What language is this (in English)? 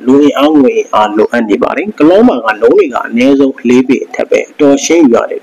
Burmese